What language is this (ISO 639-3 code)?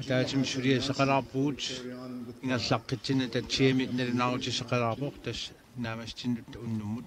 kal